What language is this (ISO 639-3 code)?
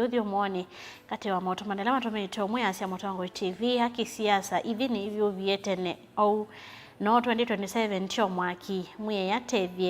kam